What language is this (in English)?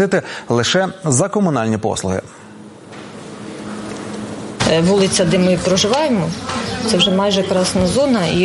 Ukrainian